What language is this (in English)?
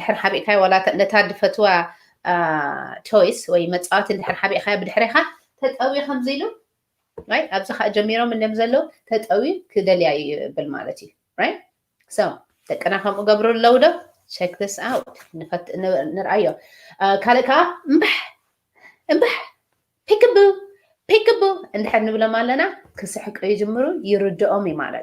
Tigrinya